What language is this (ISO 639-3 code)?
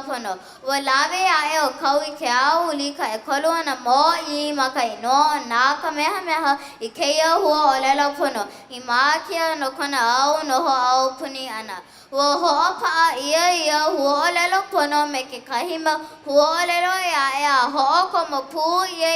haw